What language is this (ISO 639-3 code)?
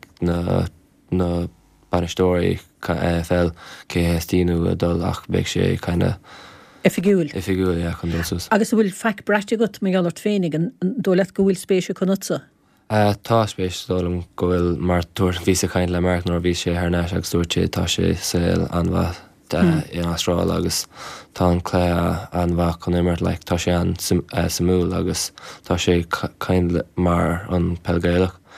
gle